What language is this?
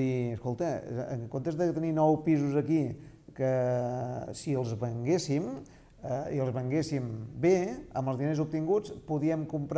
Catalan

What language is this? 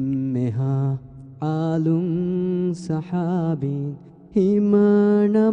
Divehi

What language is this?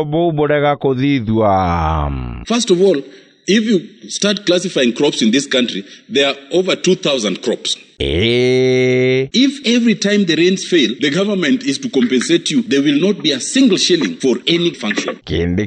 Meru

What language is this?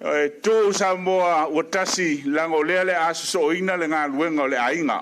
Samoan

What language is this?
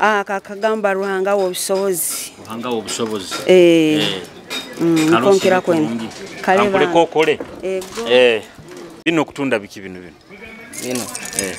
Nyoro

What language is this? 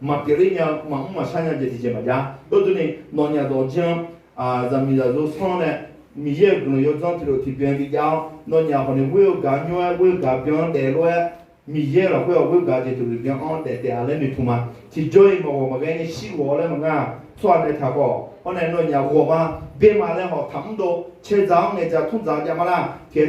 Akha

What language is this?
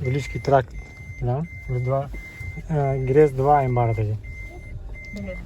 Yakut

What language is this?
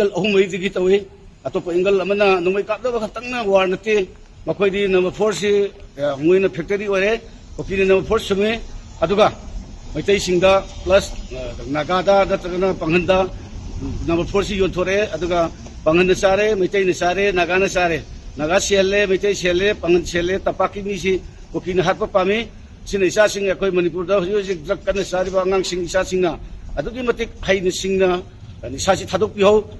Manipuri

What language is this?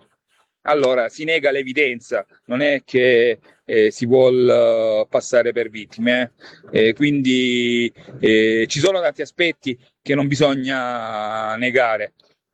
Italian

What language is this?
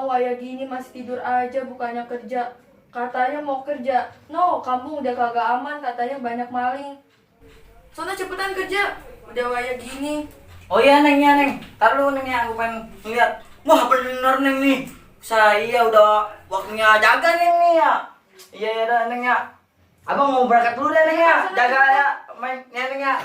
Betawi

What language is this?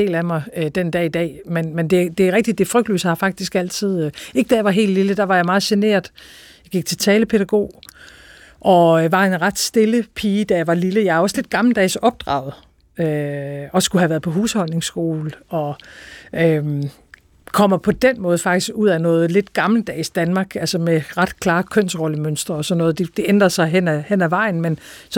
Danish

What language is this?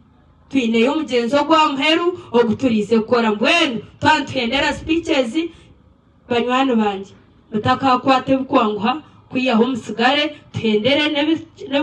Nyankole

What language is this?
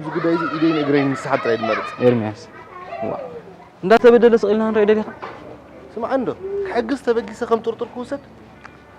Tigrinya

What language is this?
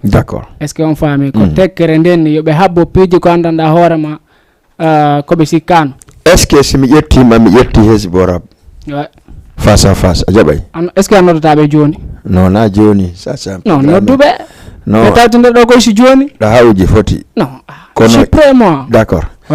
Fula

